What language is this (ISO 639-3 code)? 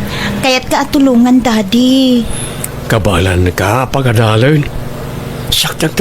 ilo